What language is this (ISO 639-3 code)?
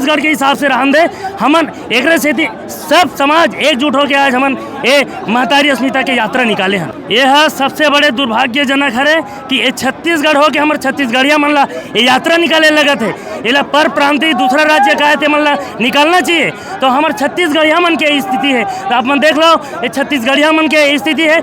hne